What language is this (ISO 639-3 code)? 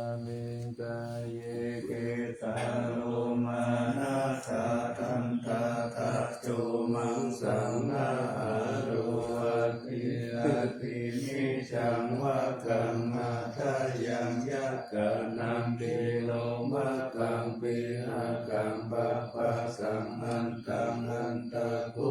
pli